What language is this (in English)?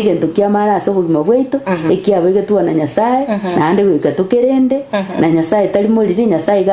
Gusii